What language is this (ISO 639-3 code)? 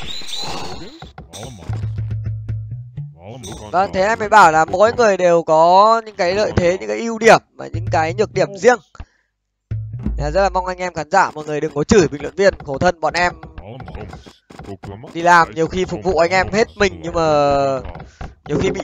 vie